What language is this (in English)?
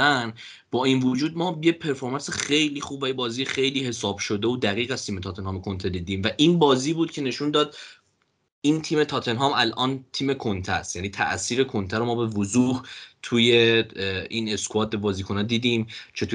Persian